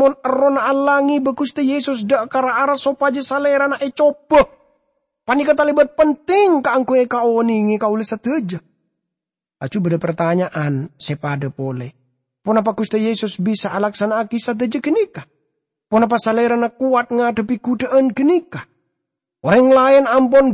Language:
Madurese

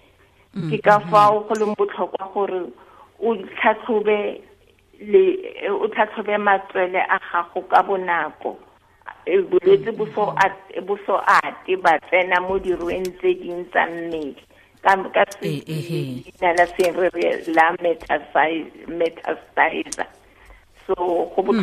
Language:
Tswana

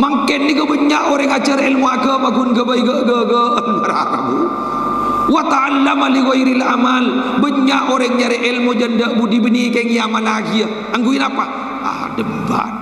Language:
Madurese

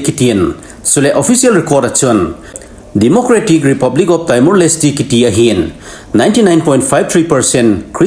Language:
Thado Chin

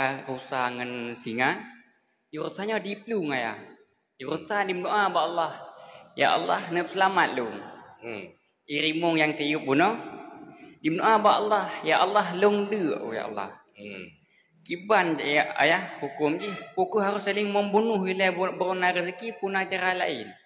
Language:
Achinese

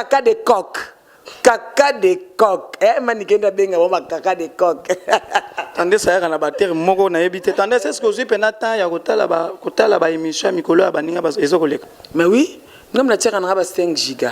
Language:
Lingala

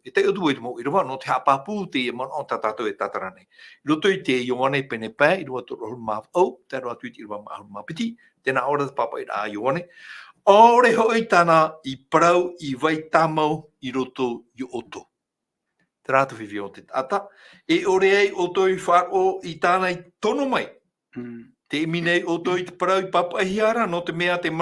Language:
Tahitian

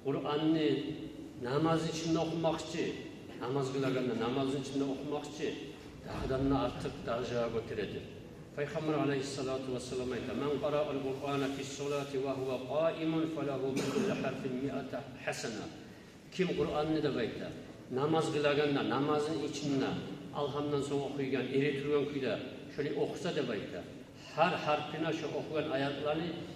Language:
Kumyk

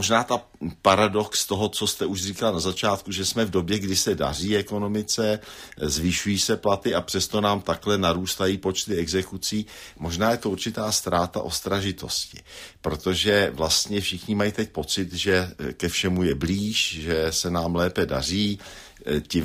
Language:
Czech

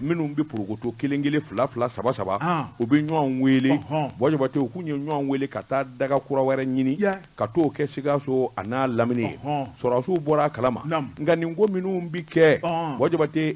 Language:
Bambara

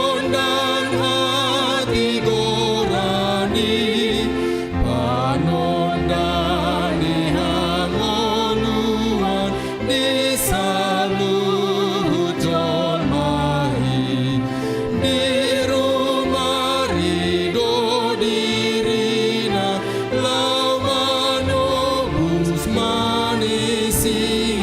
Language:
Batak Toba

